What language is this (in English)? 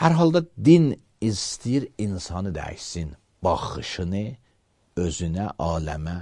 Azerbaijani